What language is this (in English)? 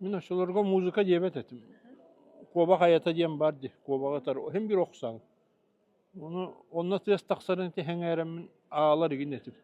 Yakut